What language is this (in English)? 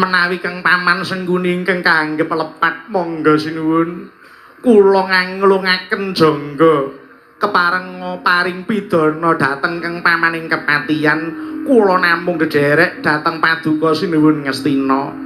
Javanese